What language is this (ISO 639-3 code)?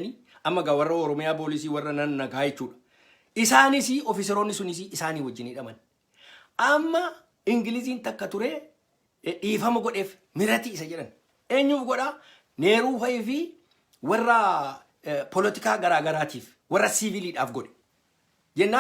orm